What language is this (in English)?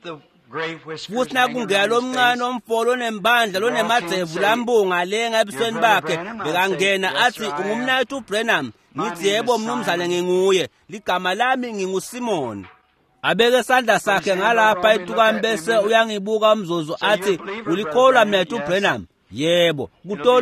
Swati